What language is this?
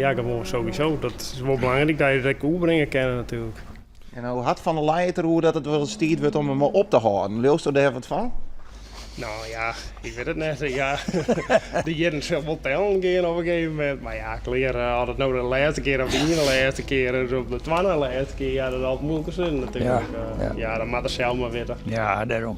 Western Frisian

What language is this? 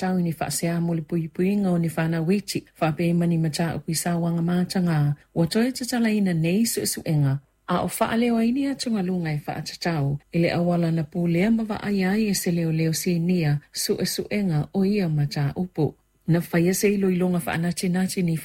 Samoan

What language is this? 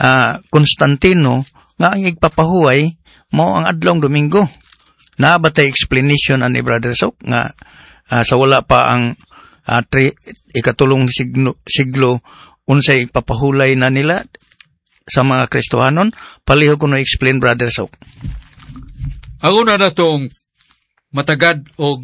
Cebuano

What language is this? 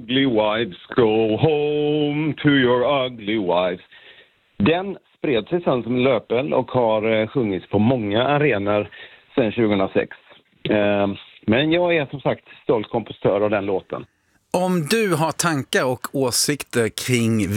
Swedish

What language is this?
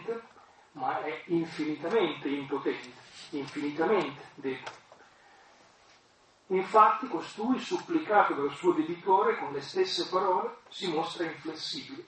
Italian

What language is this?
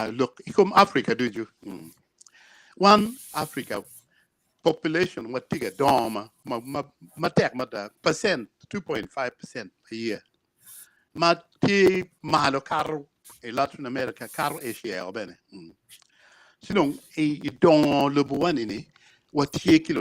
Acoli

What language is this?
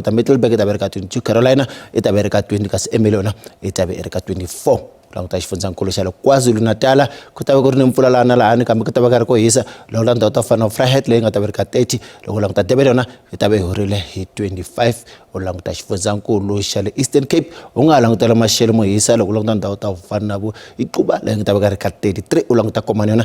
Tsonga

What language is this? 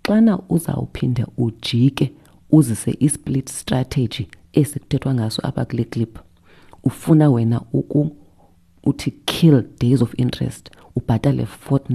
Xhosa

